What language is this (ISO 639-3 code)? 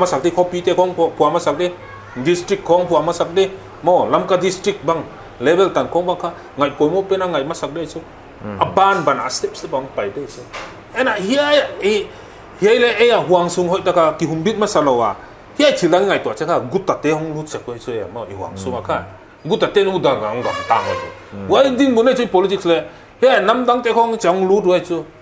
pck